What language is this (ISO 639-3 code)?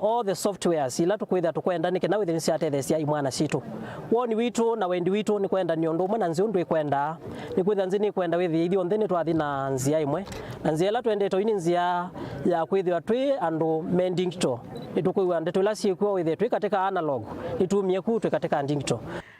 kam